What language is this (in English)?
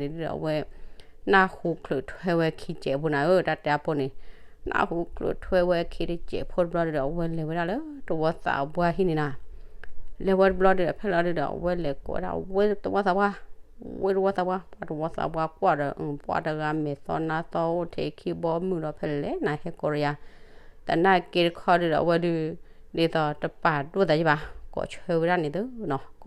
S'gaw Karen